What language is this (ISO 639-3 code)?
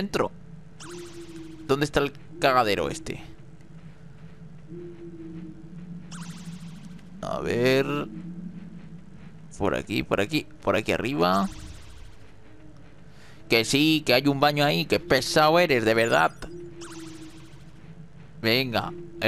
spa